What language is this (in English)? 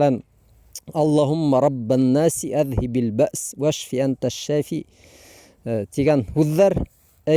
Bashkir